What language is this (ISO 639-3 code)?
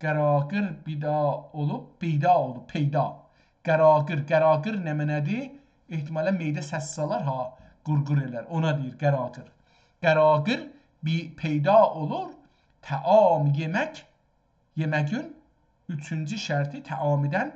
azb